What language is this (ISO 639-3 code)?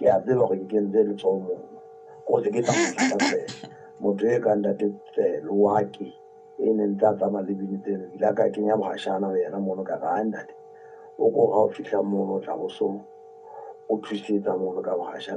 sot